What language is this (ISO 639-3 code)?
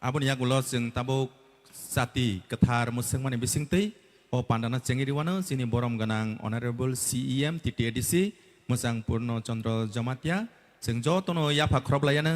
trp